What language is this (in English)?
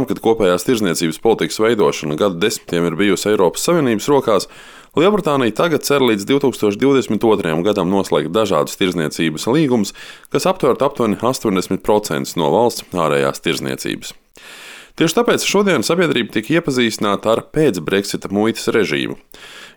Latvian